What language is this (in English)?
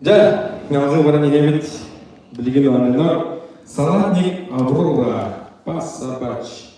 Yakut